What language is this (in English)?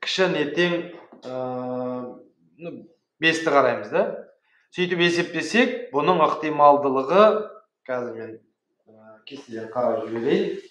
Kazakh